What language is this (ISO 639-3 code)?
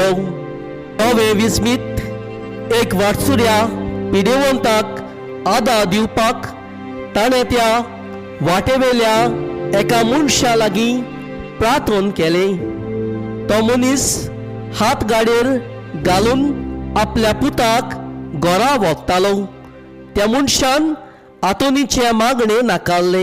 kok